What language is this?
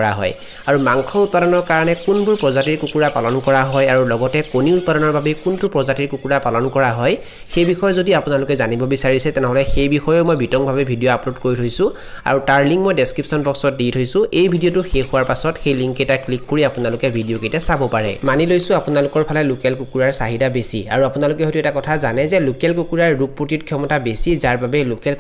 Assamese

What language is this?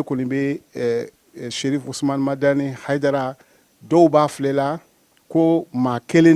Bambara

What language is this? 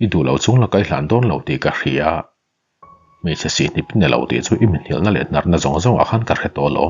Mizo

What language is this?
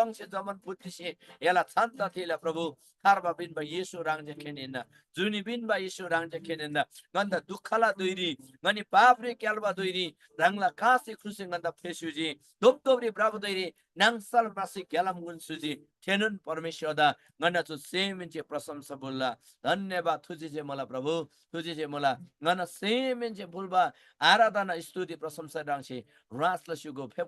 Eastern Tamang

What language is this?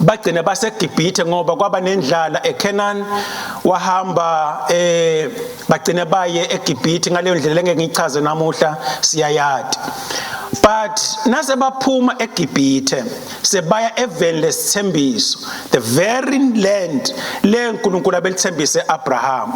Swati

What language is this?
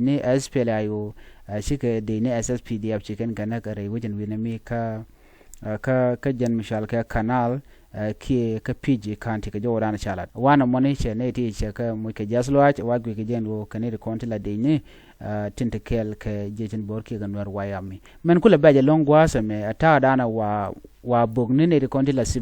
Nuer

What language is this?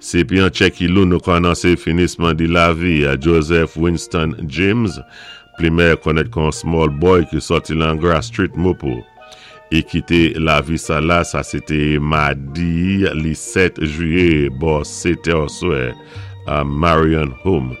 Saint Lucian Creole French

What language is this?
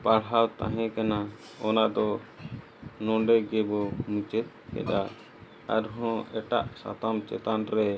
Santali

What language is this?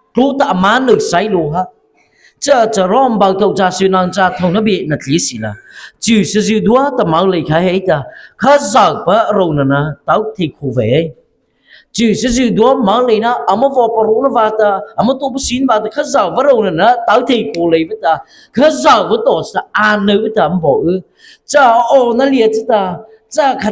Mara Chin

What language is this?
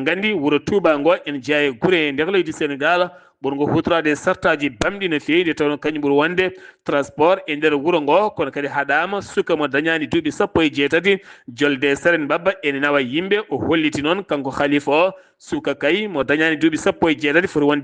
Fula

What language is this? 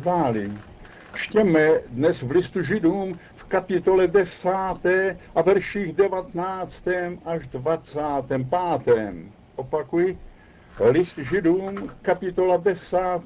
Czech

